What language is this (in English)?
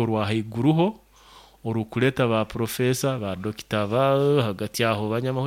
Nyoro